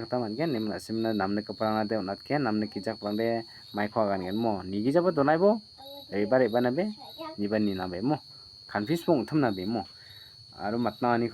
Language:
Garo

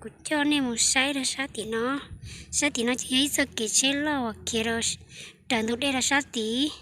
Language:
Hmong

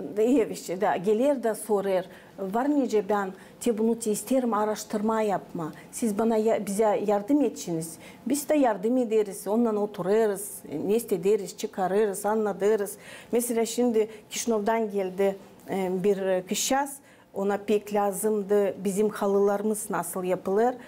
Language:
Gagauz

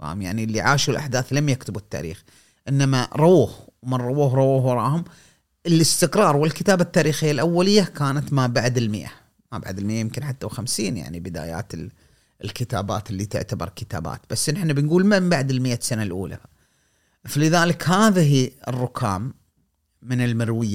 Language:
Gulf Arabic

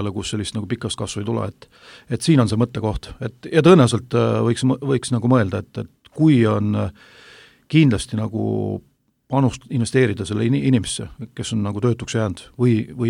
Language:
Estonian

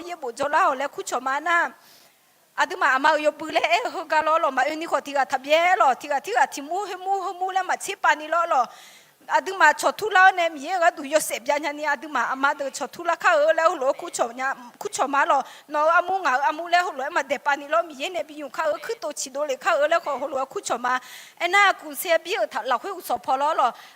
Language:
Akha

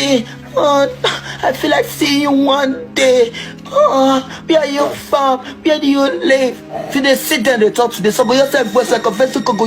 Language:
Nigerian Pidgin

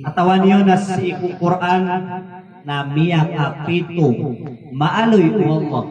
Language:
Maranao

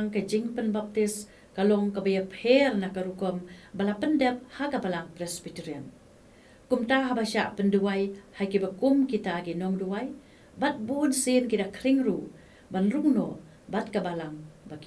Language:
Khasi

